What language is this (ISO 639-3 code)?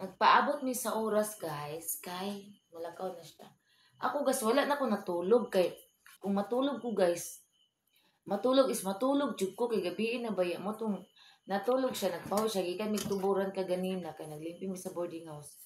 ceb